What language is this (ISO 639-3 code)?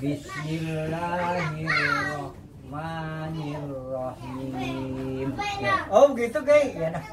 bew